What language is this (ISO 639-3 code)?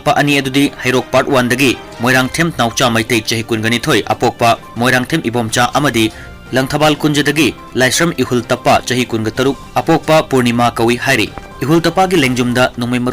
mni